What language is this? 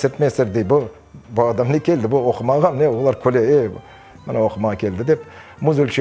Crimean Tatar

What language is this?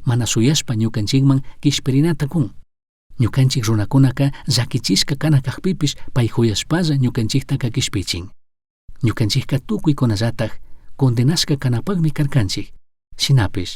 Chimborazo Highland Quichua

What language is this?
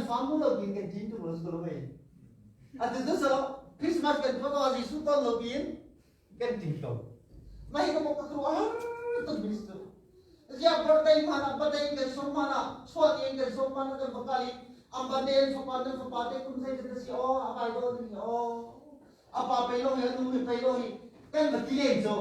Hakha Chin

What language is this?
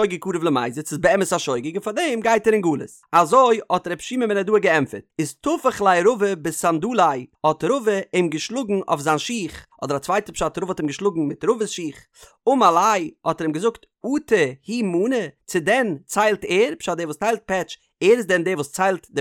Yiddish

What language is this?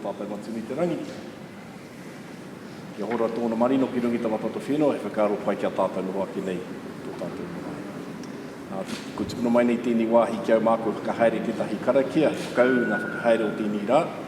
Māori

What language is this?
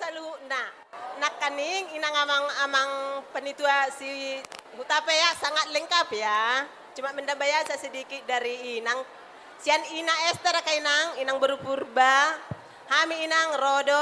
Batak Toba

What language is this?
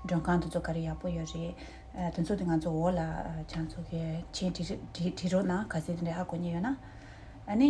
Tibetan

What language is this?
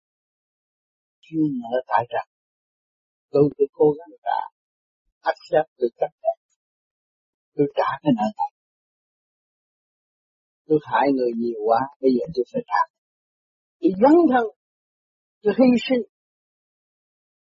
Vietnamese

